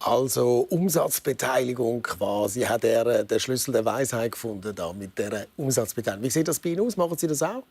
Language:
Swiss German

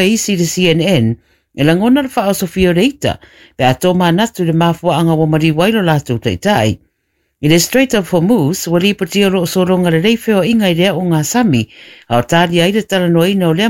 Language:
Samoan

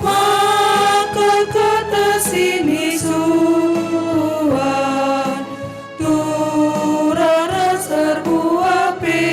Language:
Batak Karo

